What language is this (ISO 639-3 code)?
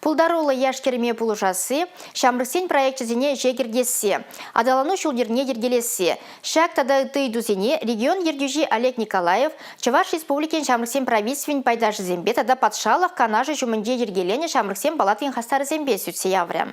chv